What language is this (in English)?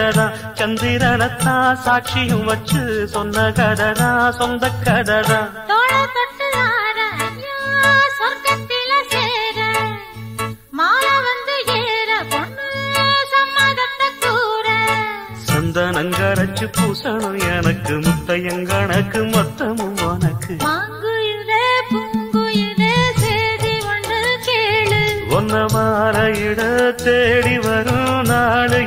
Tamil